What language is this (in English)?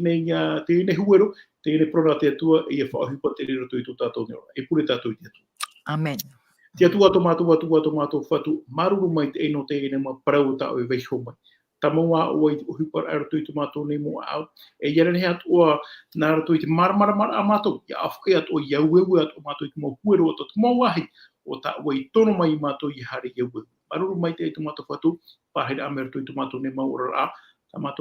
Tahitian